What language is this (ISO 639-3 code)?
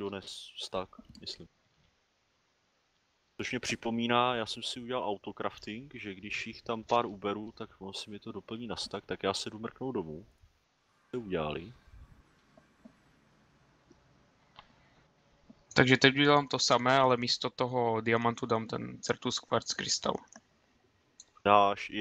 ces